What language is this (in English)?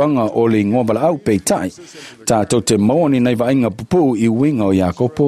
Samoan